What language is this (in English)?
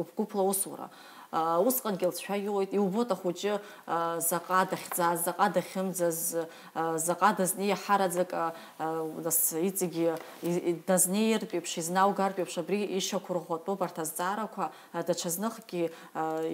Abkhazian